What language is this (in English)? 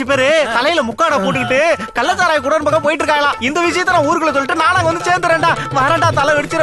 Tamil